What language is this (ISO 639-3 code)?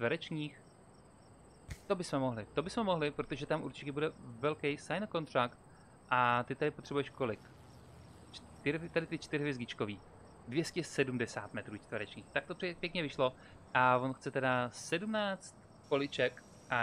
ces